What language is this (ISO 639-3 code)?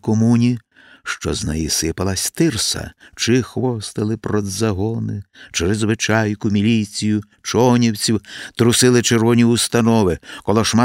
ukr